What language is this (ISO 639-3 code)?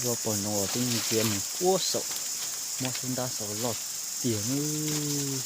hmn